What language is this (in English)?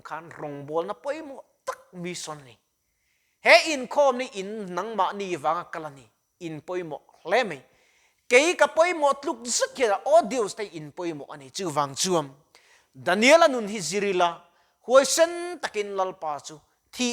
Mizo